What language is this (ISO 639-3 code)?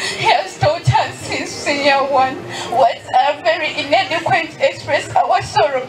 nyn